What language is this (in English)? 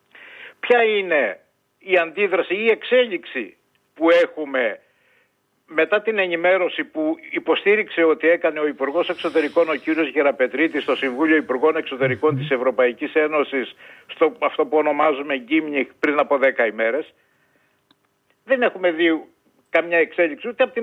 Greek